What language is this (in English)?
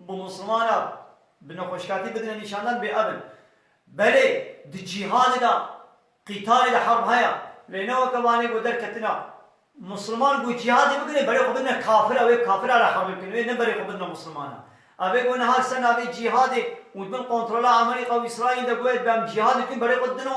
Kurdish